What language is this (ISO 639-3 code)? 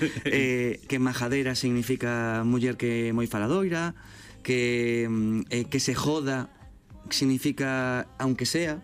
glg